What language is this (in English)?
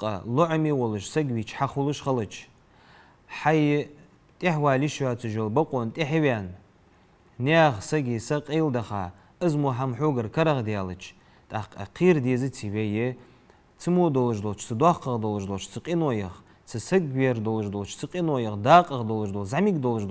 Ingush